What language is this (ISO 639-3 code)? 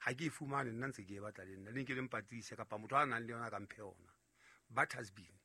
sot